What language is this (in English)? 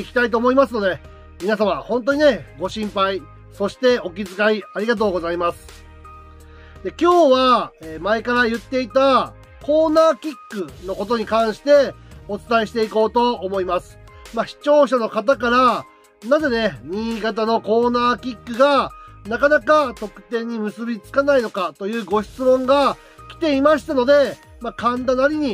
Japanese